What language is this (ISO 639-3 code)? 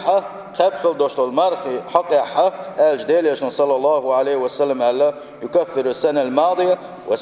che